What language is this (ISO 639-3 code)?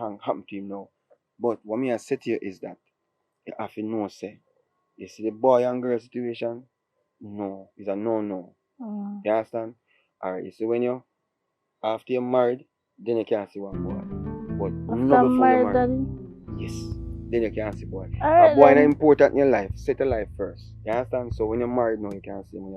jam